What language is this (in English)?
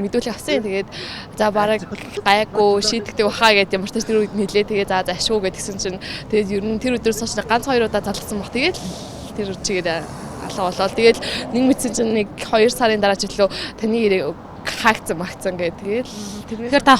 Mongolian